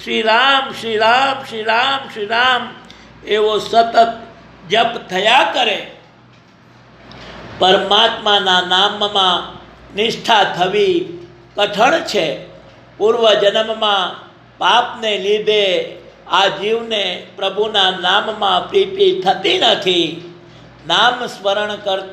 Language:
Gujarati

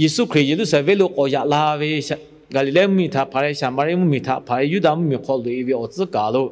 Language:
Lahu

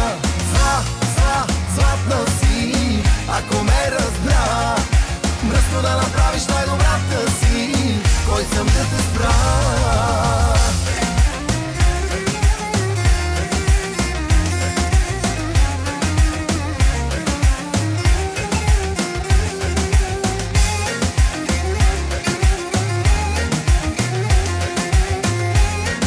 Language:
Bulgarian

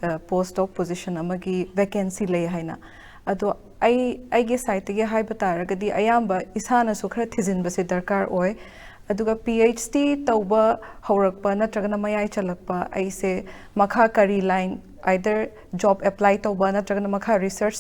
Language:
Manipuri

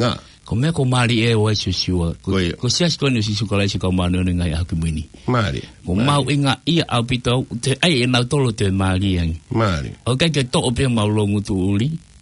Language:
Tongan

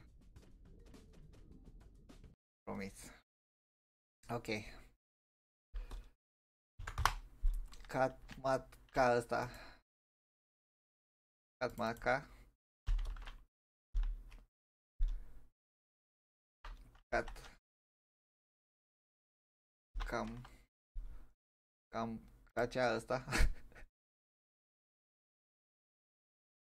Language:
Romanian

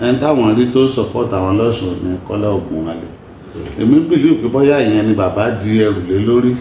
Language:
Yoruba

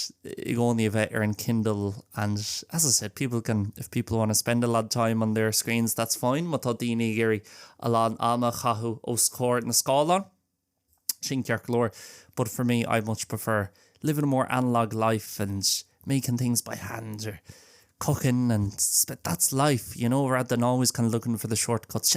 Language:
Irish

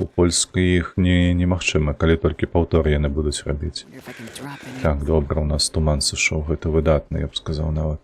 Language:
Belarusian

